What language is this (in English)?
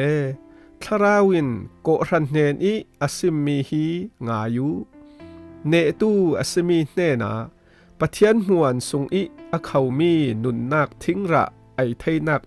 Falam Chin